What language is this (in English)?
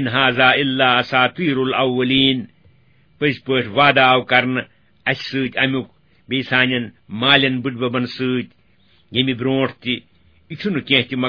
Kashmiri